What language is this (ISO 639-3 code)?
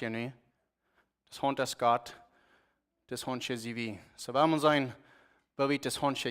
pdt